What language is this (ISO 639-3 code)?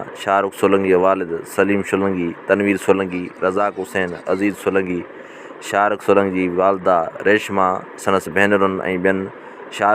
snd